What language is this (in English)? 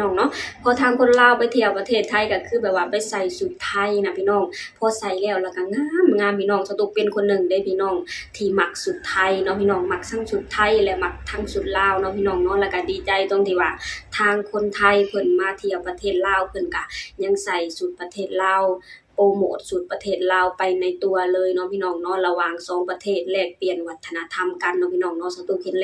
Lao